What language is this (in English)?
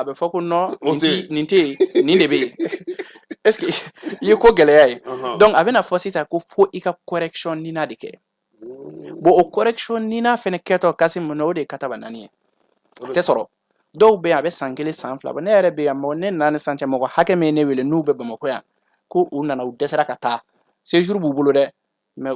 Bambara